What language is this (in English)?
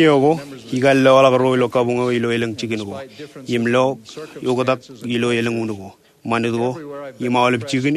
Marshallese